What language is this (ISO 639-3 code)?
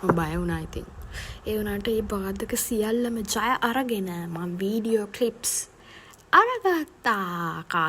sin